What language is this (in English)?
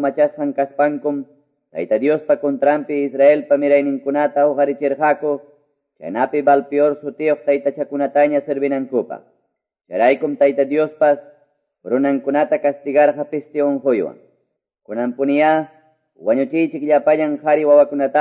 Quechua